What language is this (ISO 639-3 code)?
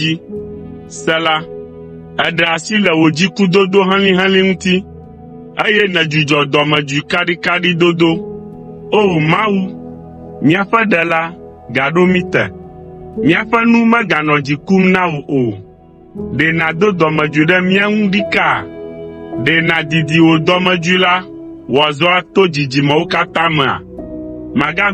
ewe